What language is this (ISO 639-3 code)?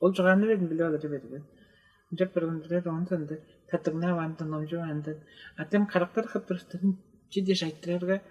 tyv